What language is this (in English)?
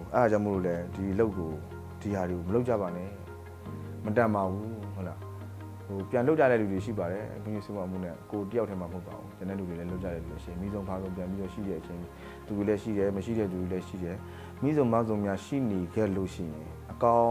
Burmese